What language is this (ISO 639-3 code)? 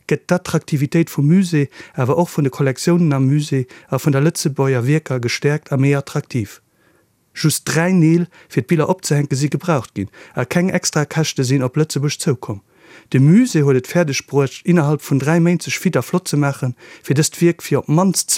ltz